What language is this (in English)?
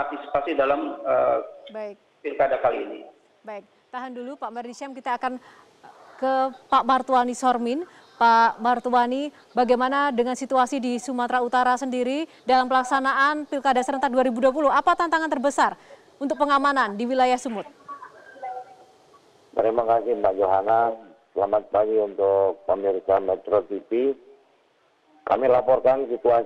Indonesian